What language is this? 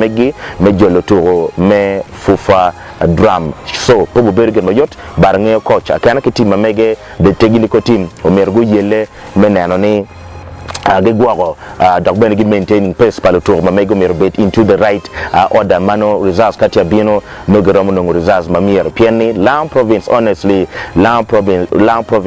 Acoli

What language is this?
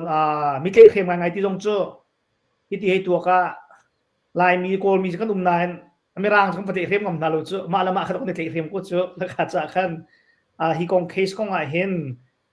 Hakha Chin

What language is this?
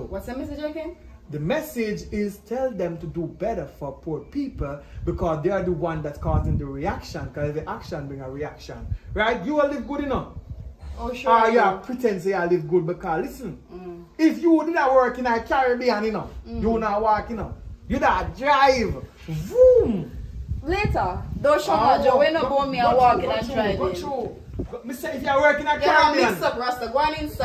Jamaican Creole English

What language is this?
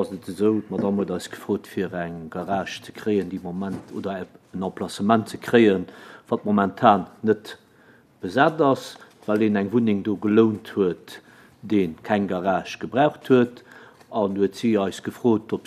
Luxembourgish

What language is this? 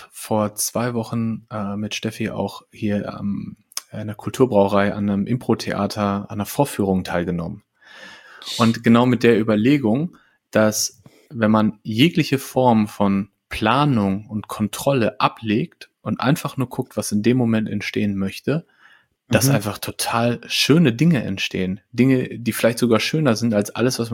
German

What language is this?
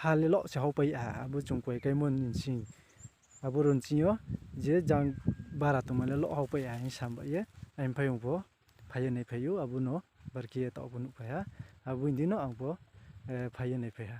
Riang (India)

